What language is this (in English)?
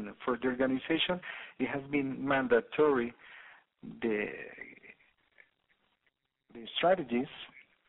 English